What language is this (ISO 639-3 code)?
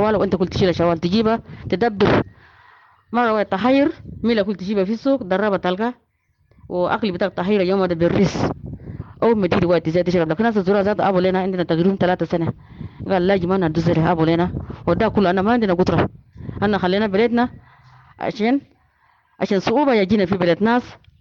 apd